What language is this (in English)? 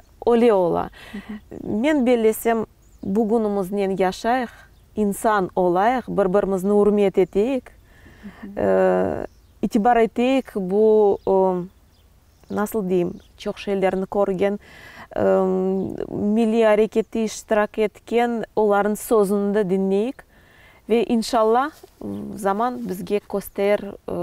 Crimean Tatar